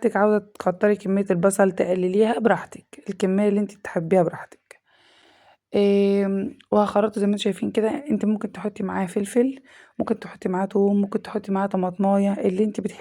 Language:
Egyptian Arabic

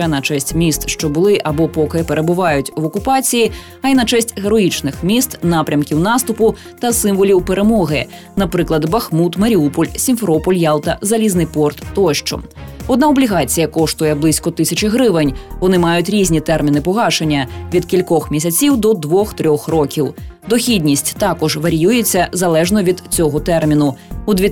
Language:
Ukrainian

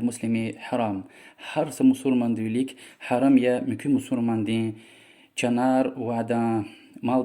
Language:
Lezghian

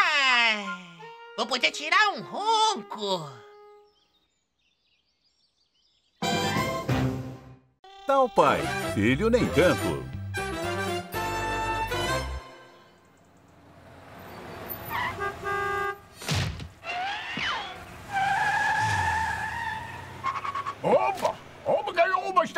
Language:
Portuguese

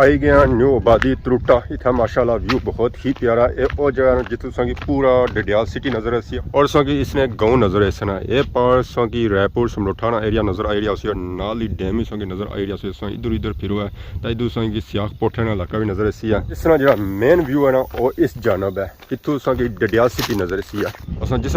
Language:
Pahari-Potwari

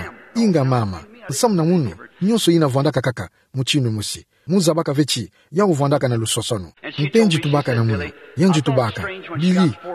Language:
Kituba (Democratic Republic of Congo)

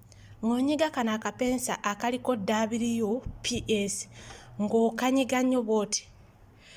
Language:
Ganda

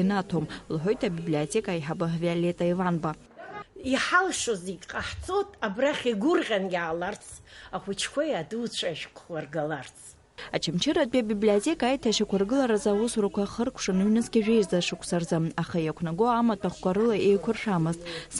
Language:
Abkhazian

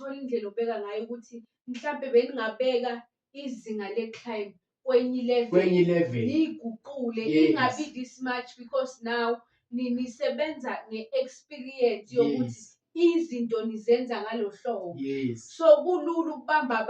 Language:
Zulu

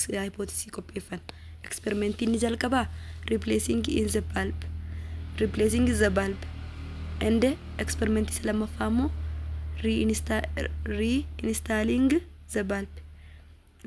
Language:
Oromo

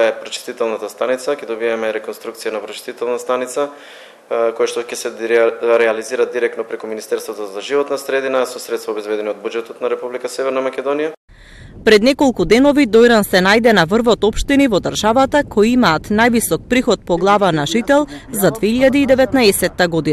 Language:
Macedonian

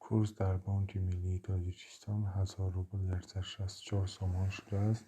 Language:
Tajik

